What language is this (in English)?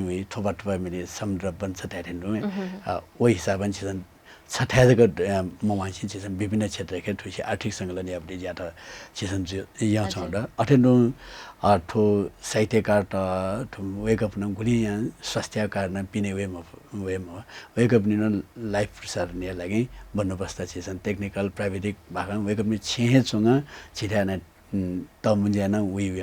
Newari